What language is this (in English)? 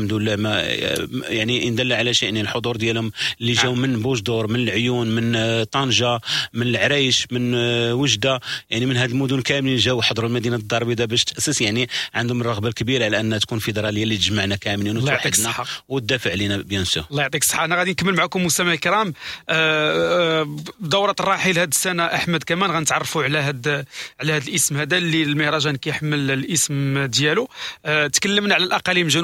Moroccan Arabic